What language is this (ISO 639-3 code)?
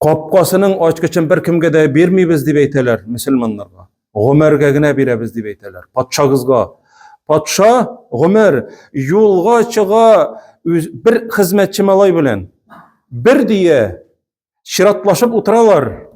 tat